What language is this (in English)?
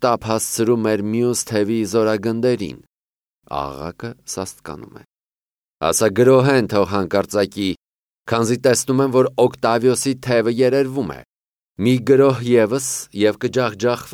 Armenian